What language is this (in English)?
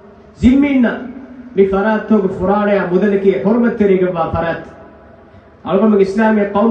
Divehi